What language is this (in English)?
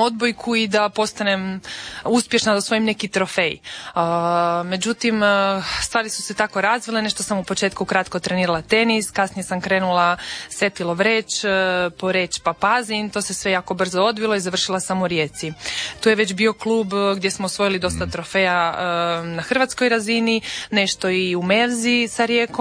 Croatian